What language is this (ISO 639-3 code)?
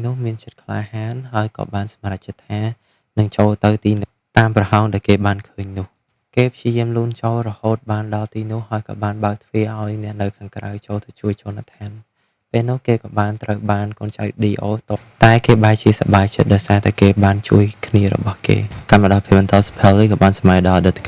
khm